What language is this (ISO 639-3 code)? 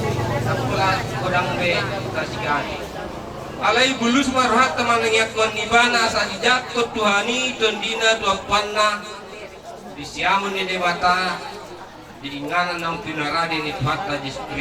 bbc